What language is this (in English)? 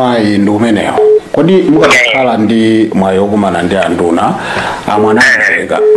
Nyanja